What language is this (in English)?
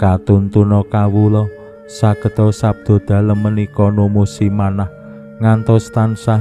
Javanese